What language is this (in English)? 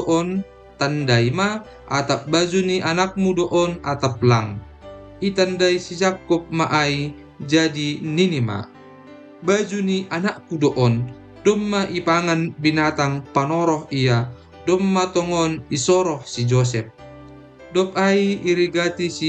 Batak Simalungun